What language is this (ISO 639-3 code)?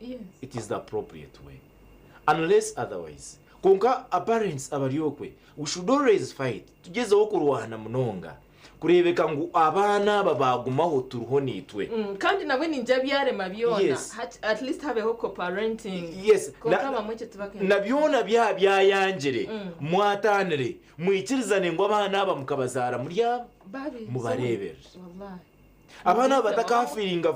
nyn